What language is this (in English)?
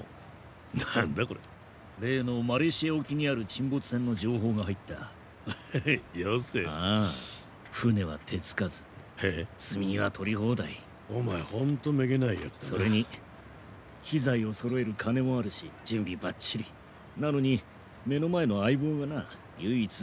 Japanese